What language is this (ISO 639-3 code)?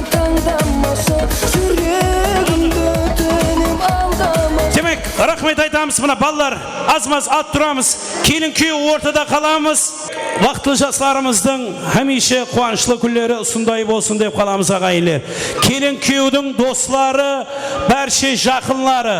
kaa